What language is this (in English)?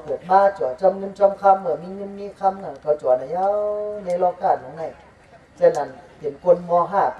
Shan